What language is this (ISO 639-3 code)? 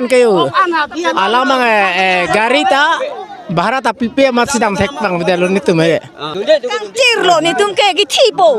mjw